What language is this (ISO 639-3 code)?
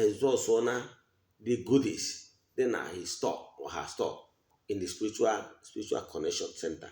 ibo